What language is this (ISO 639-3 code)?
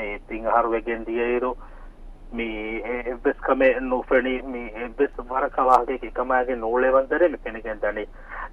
div